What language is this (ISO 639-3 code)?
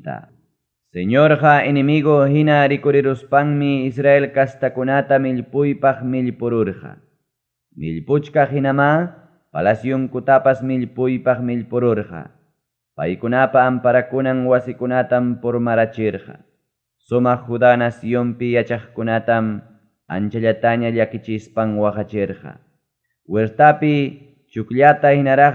quy